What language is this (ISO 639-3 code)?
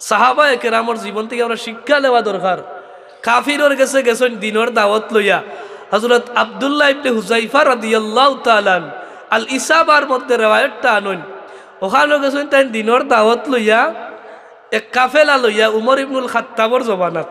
syl